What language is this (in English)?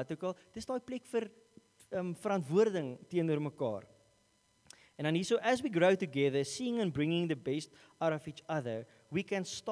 Afrikaans